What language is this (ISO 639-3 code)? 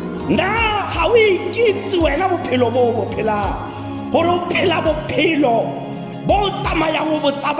tsn